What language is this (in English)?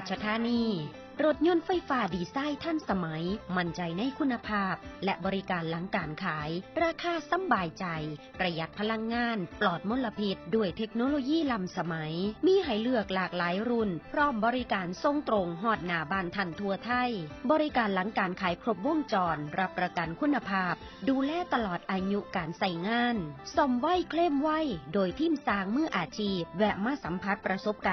Northeastern Thai